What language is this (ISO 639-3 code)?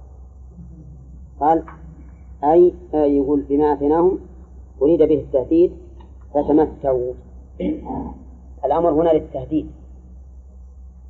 ara